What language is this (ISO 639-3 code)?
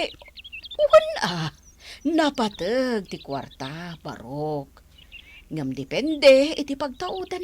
ilo